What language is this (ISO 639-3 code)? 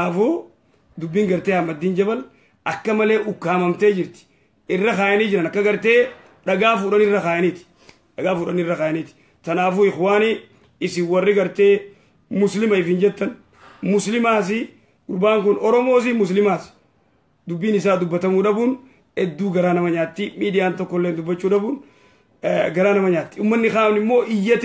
orm